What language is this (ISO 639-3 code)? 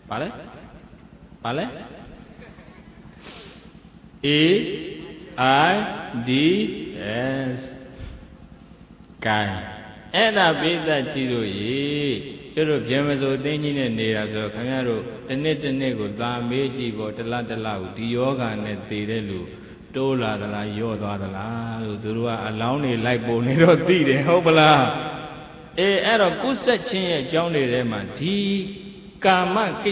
mya